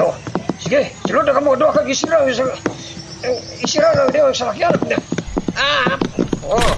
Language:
Hiligaynon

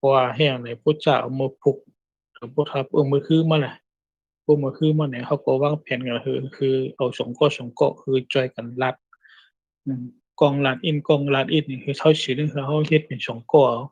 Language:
Shan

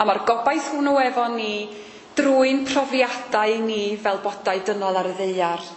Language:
Welsh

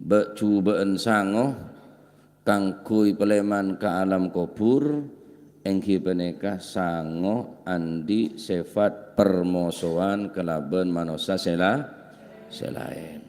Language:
Madurese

